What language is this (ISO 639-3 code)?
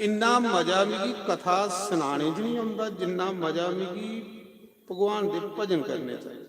doi